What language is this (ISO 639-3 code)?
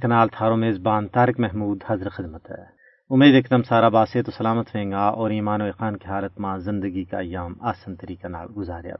gju